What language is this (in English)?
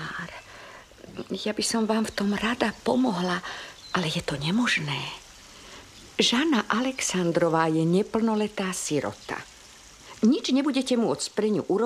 Slovak